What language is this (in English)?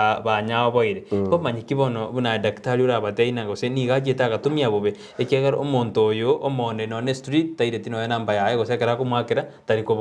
Gusii